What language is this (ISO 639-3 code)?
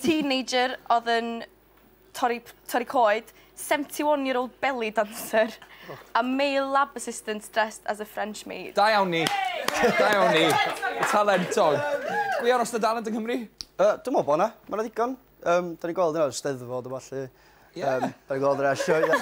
cym